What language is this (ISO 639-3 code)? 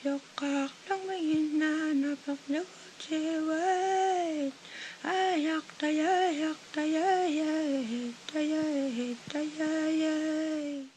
kal